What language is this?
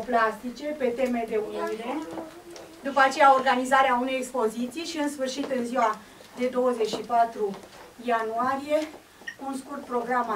Romanian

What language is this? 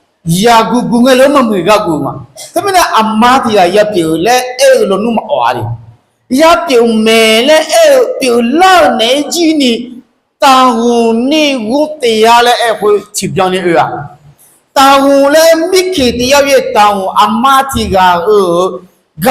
Akha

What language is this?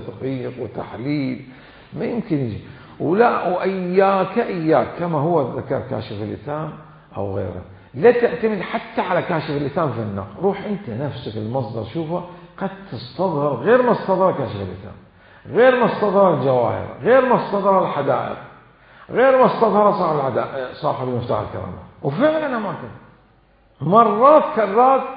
Mesopotamian Arabic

